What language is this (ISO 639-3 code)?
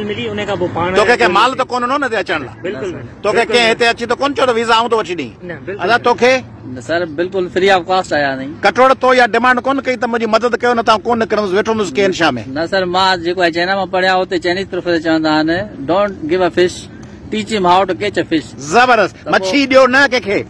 snd